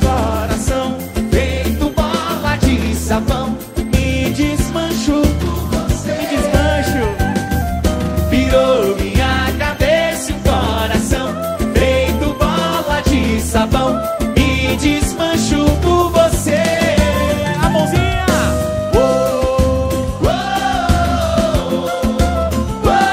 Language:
Portuguese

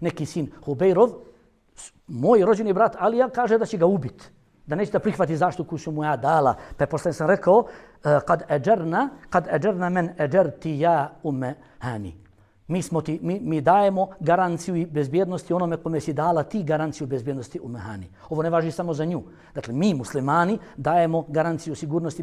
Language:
Bosnian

